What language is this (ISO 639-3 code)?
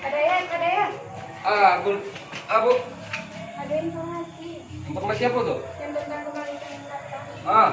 min